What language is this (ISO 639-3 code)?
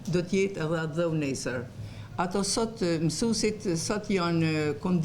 sqi